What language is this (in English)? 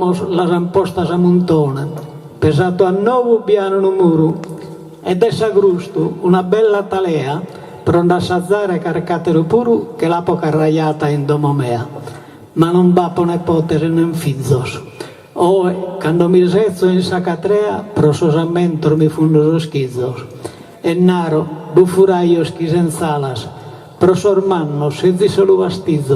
Sardinian